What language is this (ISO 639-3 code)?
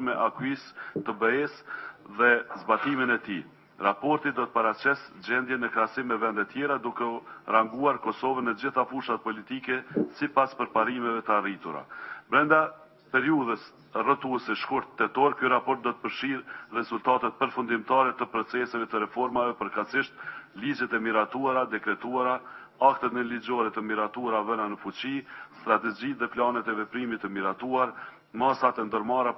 sqi